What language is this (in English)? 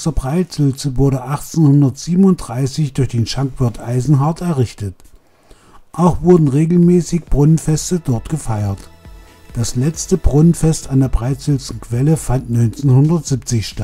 German